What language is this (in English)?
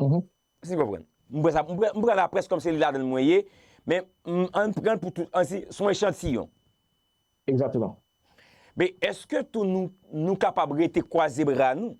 Haitian Creole